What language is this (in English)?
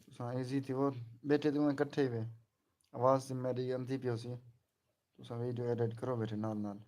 Saraiki